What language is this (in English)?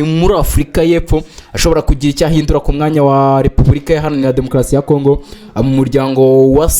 Kinyarwanda